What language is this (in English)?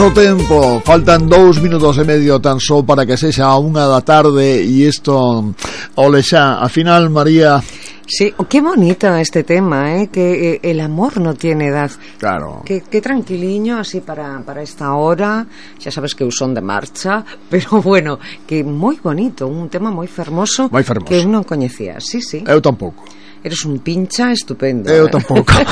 Galician